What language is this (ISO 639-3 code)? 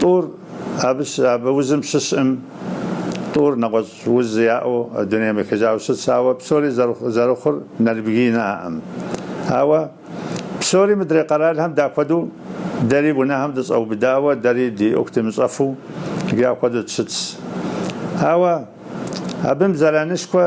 kbd